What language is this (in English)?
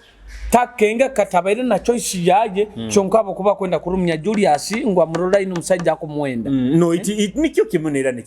Nyoro